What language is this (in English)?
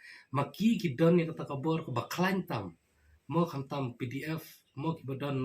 Khasi